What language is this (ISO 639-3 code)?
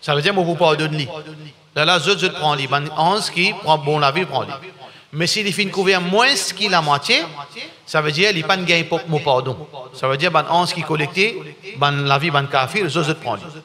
mfe